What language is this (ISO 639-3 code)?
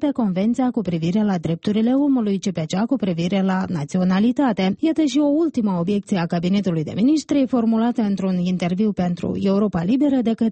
ron